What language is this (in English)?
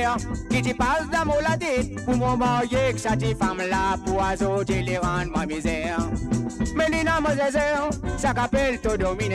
Morisyen